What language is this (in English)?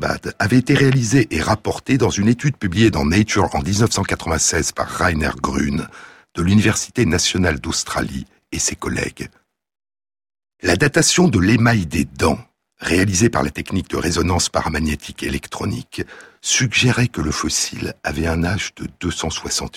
French